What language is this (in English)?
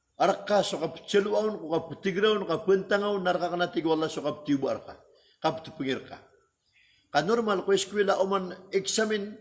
Maranao